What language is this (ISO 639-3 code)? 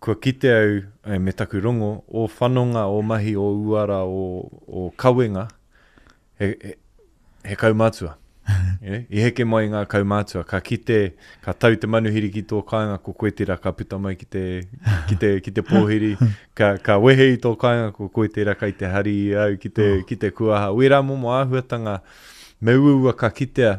mri